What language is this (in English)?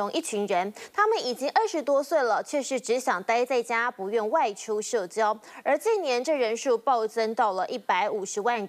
Chinese